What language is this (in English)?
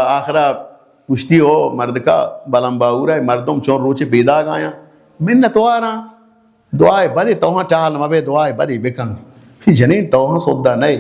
Baluchi